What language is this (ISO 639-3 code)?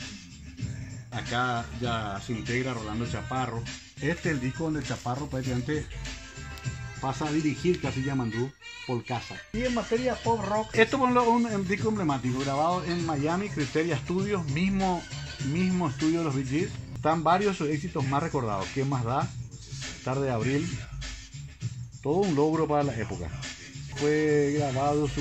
spa